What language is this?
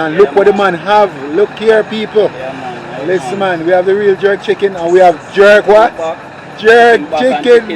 Jamaican Creole English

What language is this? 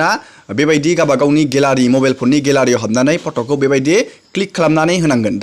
Bodo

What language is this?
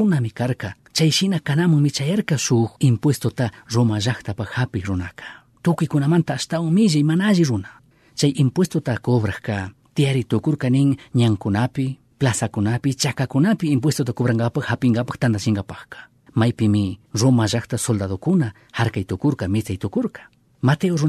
Chimborazo Highland Quichua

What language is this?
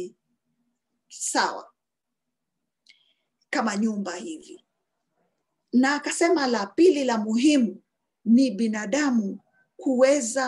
Swahili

